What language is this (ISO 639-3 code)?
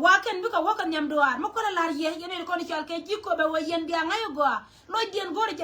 nus